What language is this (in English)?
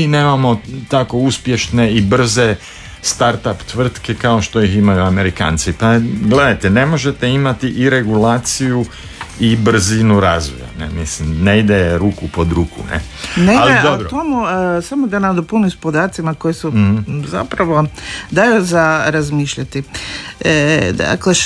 Croatian